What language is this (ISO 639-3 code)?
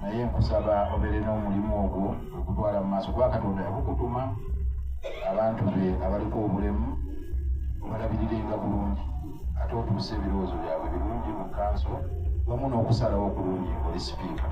lug